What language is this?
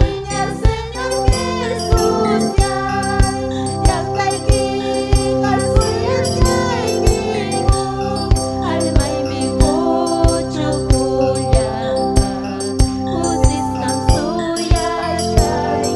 Ayacucho Quechua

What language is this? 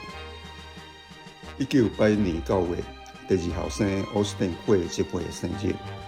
Min Nan Chinese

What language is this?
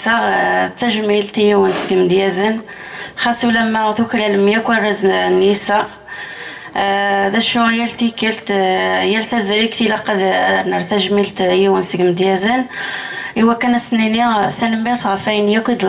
Kabyle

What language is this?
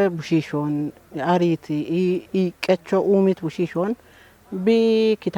Kafa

